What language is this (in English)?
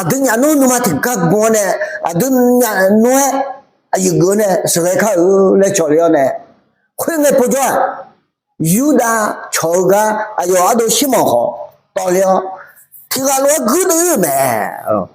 Akha